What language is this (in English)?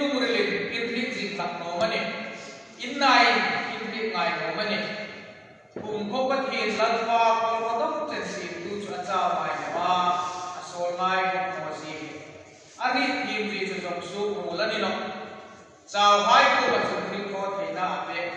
Hmar